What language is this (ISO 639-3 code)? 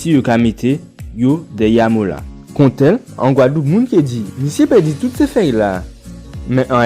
gcf